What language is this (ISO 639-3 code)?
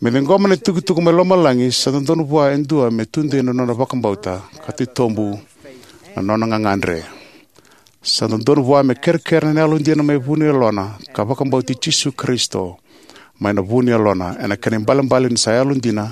fij